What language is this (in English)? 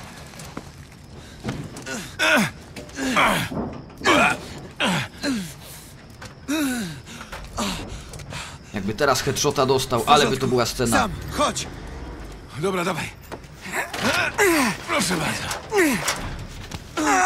Polish